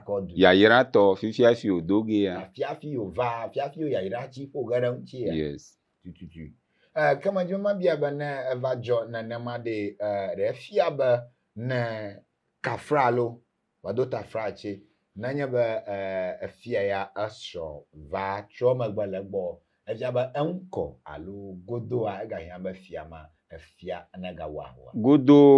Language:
Ewe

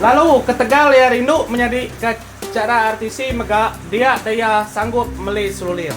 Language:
Iban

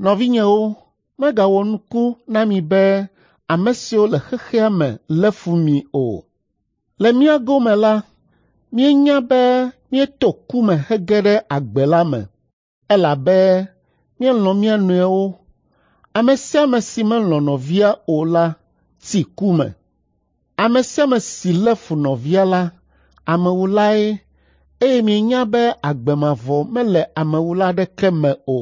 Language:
Ewe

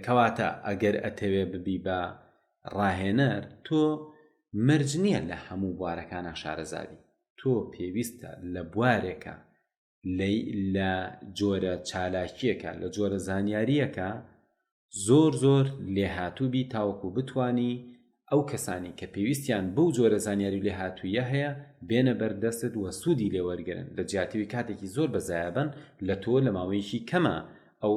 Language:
Central Kurdish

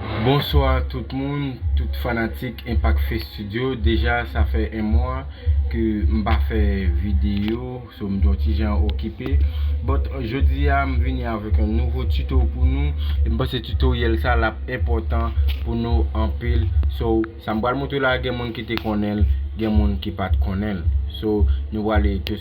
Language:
Haitian Creole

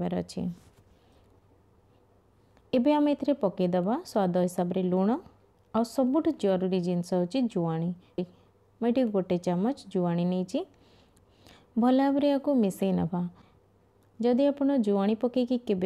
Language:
Odia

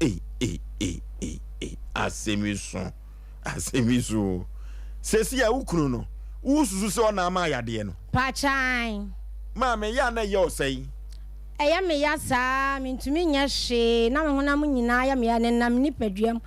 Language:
Akan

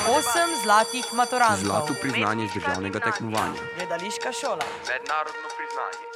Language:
Slovenian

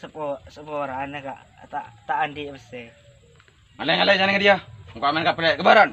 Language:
Madurese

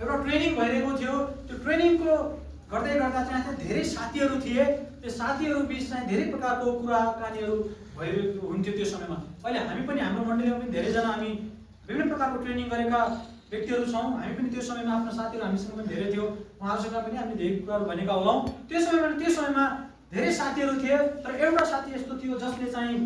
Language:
Nepali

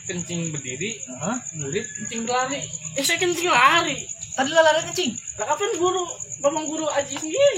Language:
Betawi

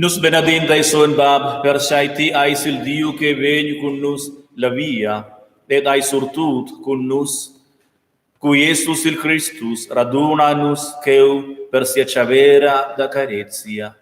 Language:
Romansh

